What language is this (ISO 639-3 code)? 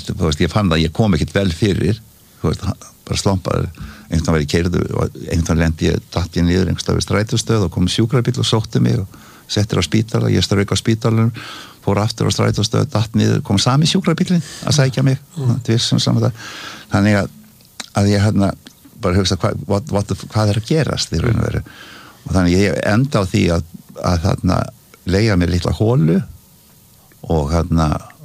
isl